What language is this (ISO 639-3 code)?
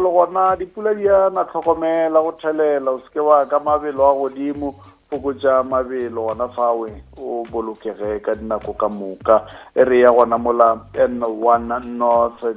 nso